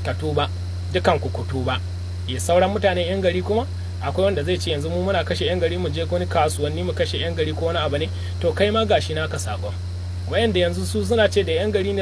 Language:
Hausa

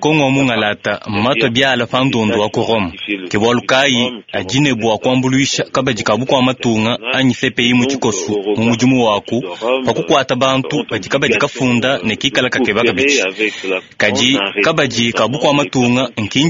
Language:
Luba-Lulua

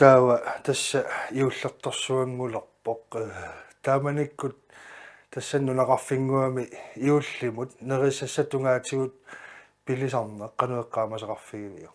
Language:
Kalaallisut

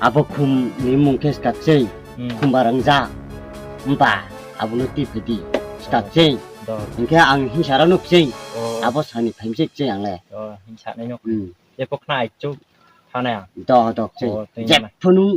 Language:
Riang (India)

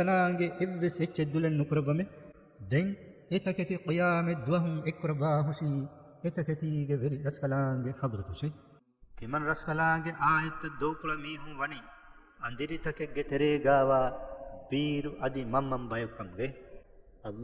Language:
Divehi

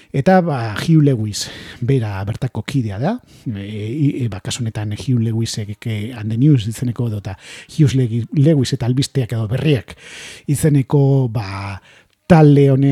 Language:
Basque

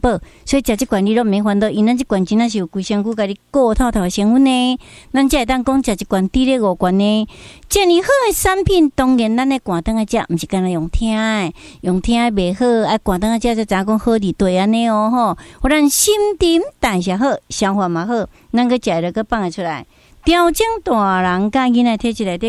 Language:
Min Nan Chinese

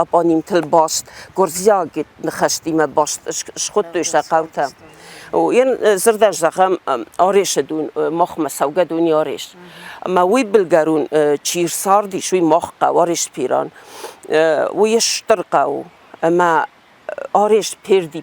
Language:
Ossetic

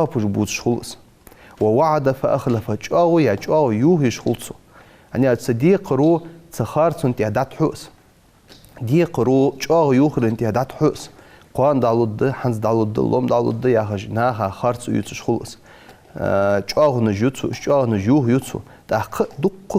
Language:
Ingush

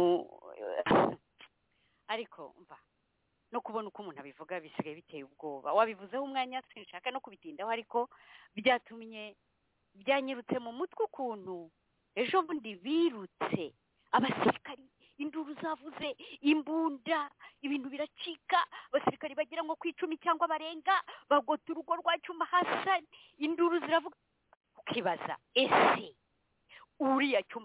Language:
Kinyarwanda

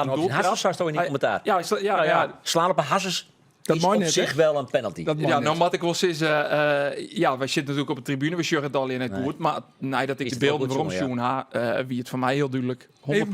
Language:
Western Frisian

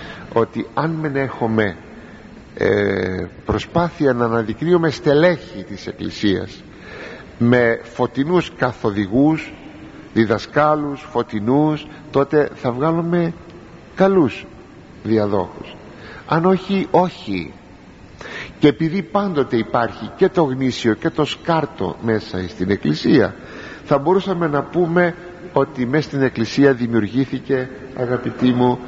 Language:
Greek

